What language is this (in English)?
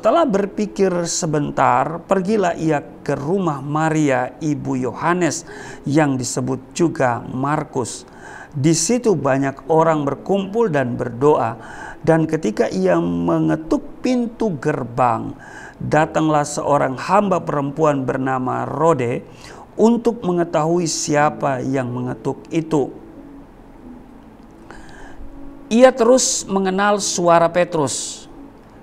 Indonesian